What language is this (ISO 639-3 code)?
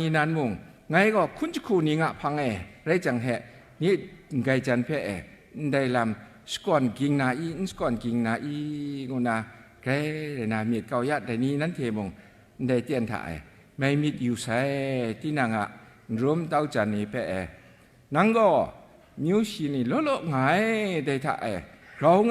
kac